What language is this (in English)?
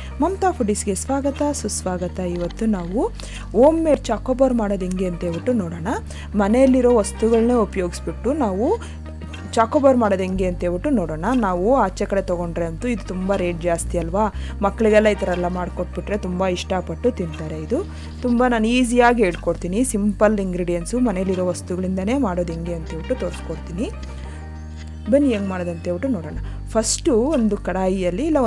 Kannada